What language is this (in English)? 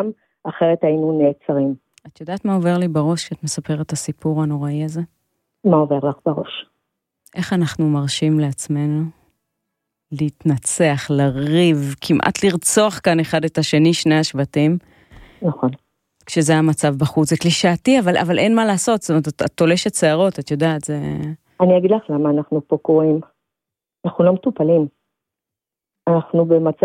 Hebrew